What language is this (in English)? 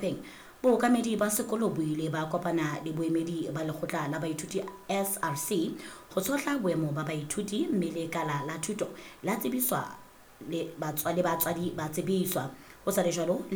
Southern Sotho